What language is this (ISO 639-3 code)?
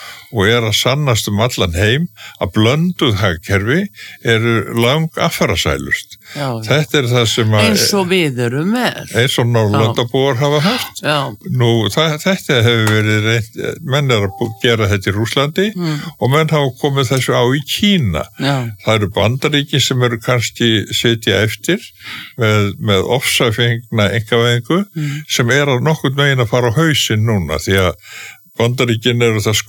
isl